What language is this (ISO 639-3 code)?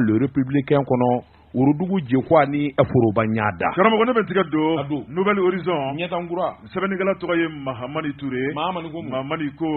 bam